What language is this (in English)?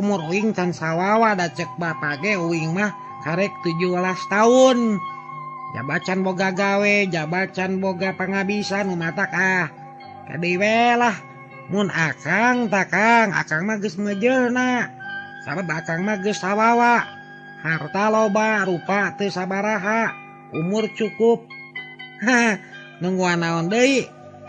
Sundanese